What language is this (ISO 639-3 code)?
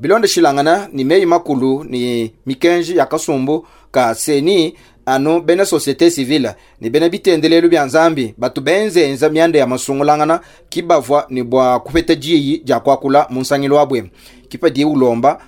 lua